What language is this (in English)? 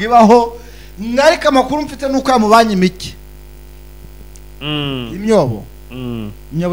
Kinyarwanda